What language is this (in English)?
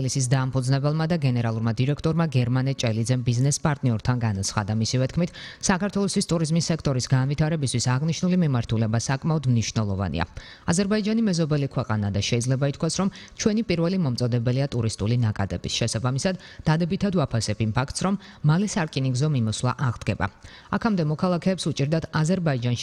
Georgian